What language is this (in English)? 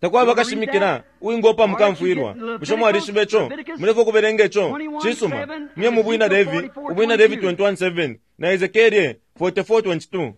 Bemba